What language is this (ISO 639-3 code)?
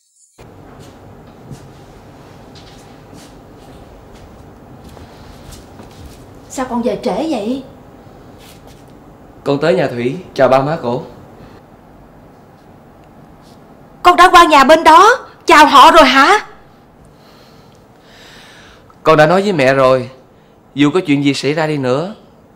vie